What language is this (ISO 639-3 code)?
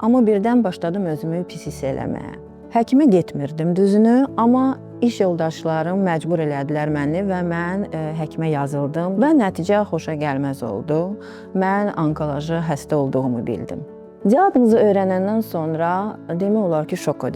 aze